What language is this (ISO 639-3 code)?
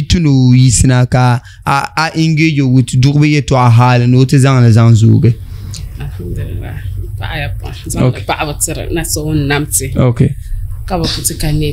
dag